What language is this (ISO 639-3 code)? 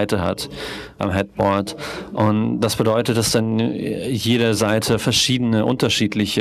deu